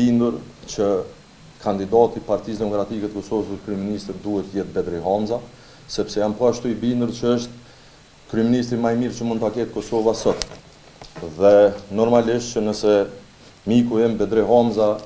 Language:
Albanian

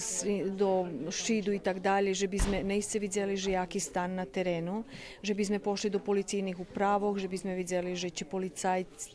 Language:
Rusyn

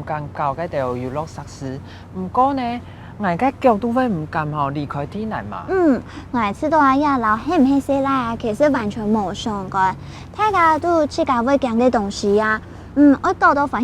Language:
Hakka Chinese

